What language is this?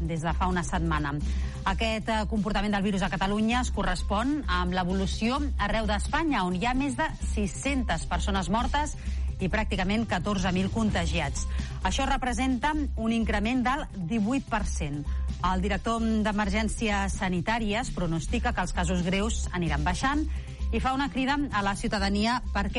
Catalan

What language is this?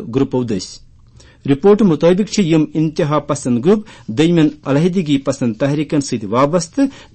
Kashmiri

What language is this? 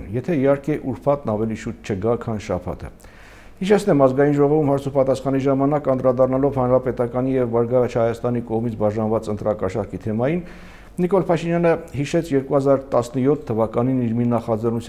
Armenian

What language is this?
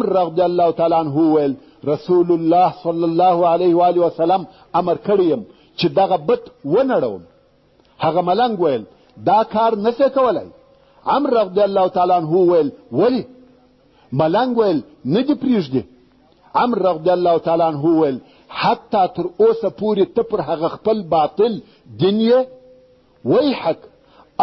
Pashto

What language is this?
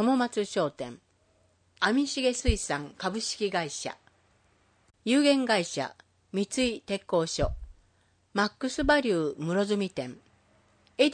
Japanese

